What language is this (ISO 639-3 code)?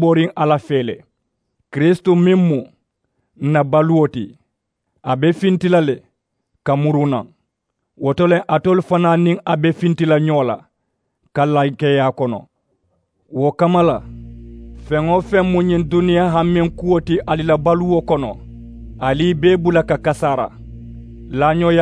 man